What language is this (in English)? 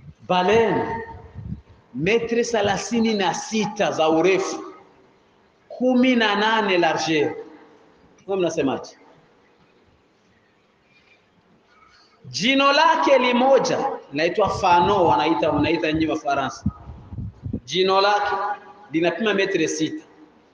Swahili